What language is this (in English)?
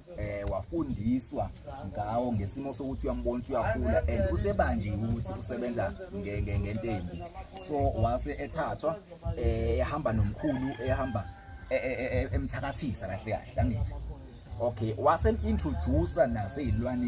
Zulu